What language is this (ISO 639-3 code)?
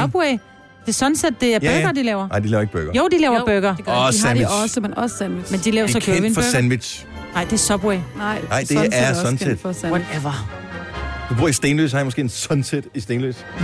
dan